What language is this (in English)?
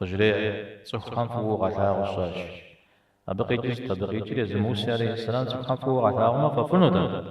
Kabardian